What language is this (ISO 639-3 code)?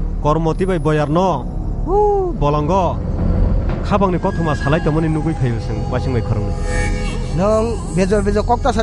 trp